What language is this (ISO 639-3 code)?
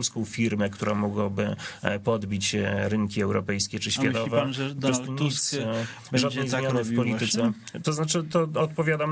pol